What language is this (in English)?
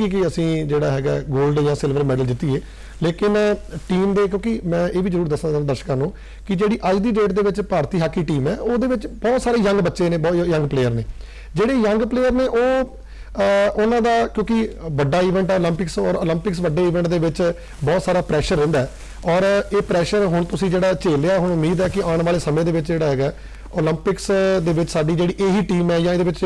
Punjabi